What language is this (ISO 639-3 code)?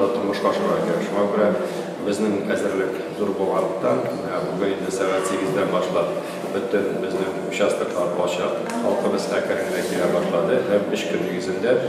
tat